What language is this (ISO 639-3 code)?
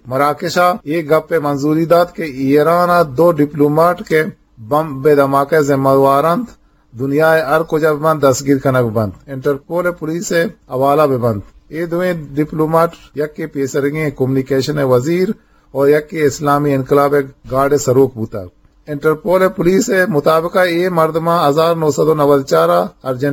bgp